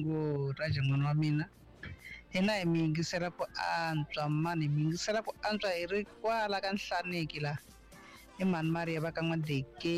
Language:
Tsonga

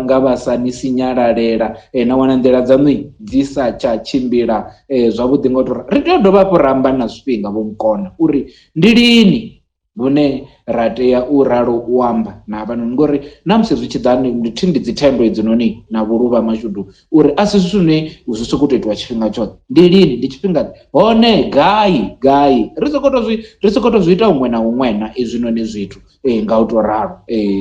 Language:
Venda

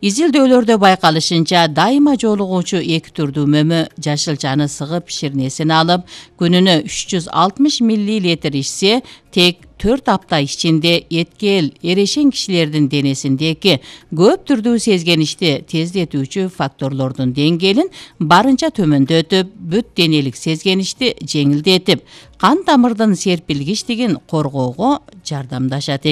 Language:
Kyrgyz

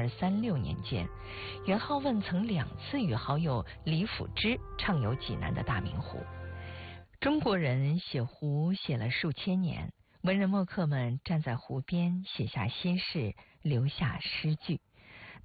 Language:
Chinese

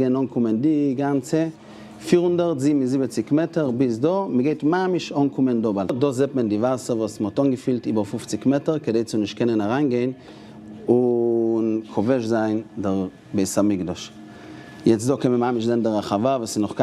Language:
Yiddish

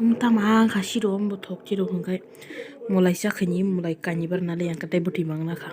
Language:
Kok Borok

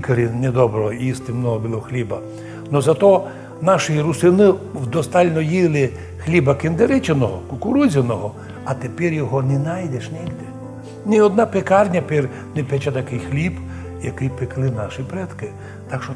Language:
Rusyn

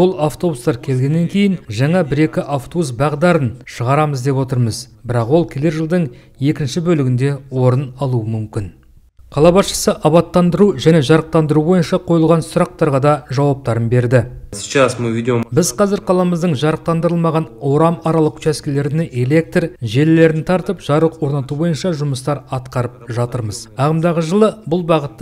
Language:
Kazakh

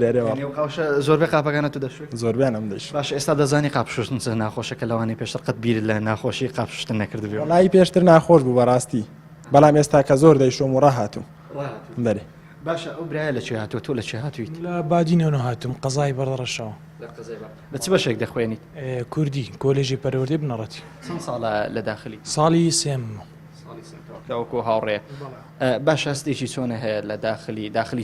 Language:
Central Kurdish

